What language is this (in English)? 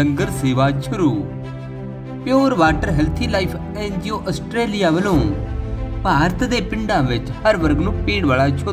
Punjabi